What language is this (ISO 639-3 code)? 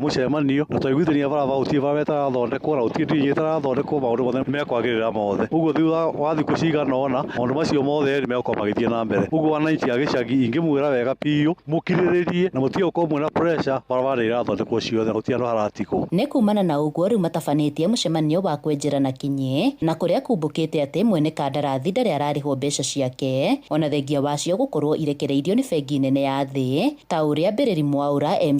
kik